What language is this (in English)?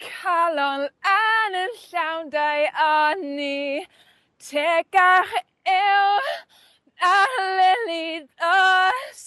Welsh